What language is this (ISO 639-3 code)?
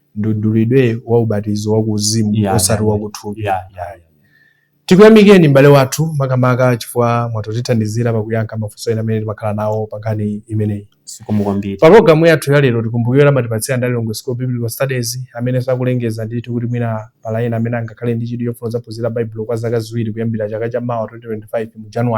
nya